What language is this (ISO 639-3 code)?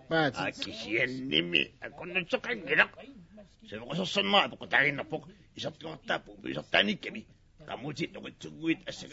kal